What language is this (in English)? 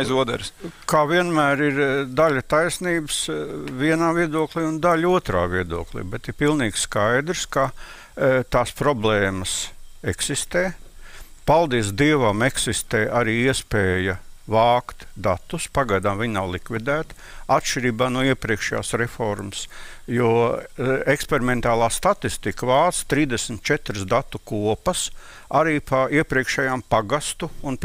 Latvian